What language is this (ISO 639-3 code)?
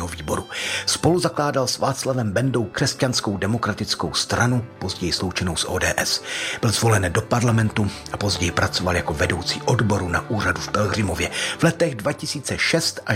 ces